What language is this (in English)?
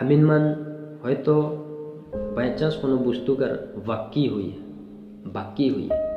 Sadri